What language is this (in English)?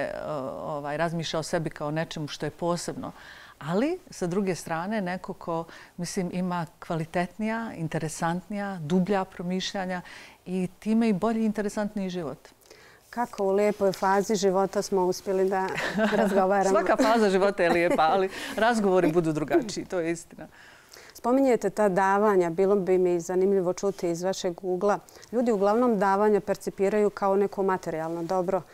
Bosnian